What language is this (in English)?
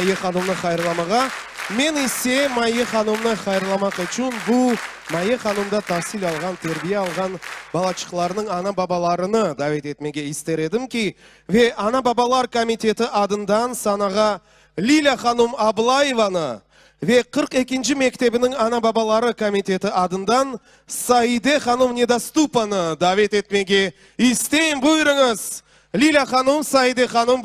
Crimean Tatar